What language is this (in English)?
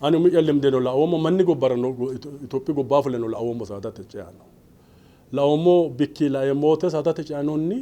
Sidamo